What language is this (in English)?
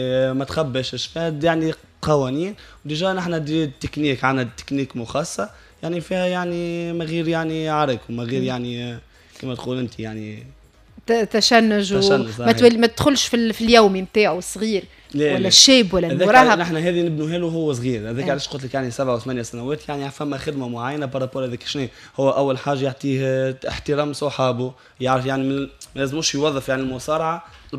Tunisian Arabic